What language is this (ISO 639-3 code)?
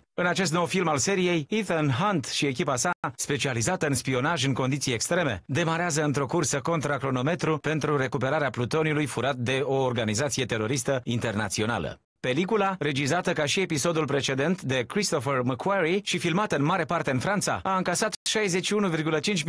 ron